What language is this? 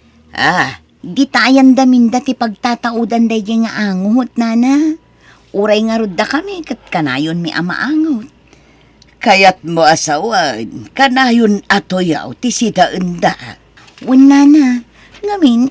Iloko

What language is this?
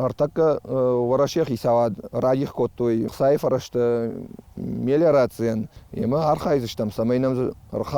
Ossetic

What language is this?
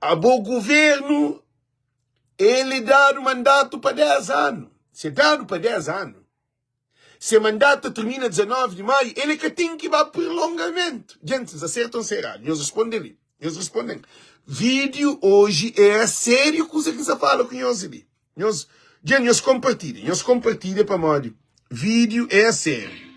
Kabuverdianu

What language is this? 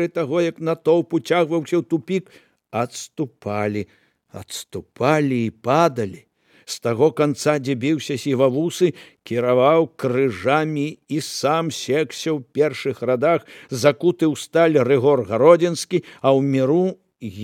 Belarusian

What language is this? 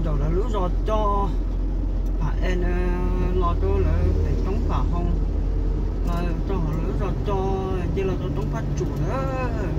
Hmong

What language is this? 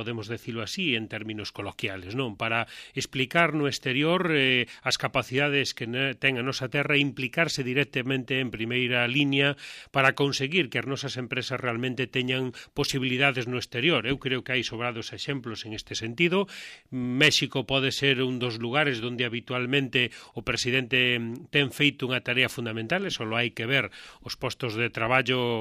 Galician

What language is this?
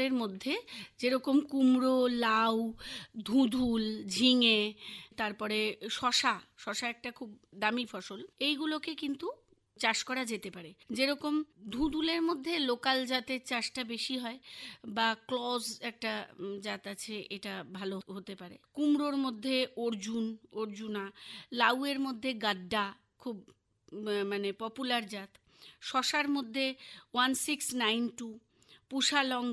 Bangla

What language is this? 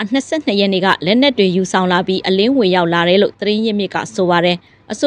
Burmese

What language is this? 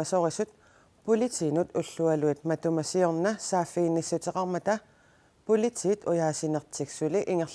Kalaallisut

